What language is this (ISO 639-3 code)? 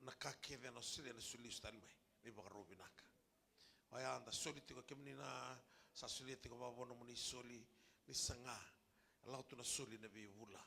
fij